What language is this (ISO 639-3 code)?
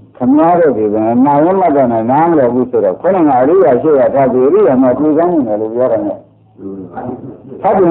mya